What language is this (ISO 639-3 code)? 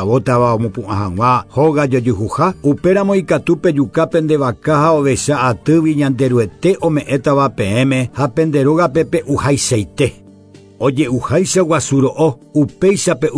grn